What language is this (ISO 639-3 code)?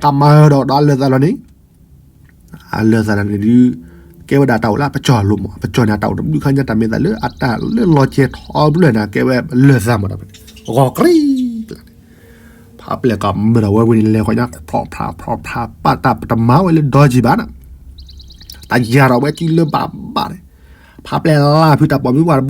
ksw